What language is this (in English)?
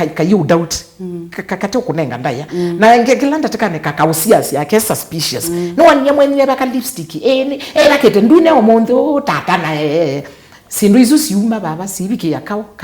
Kamba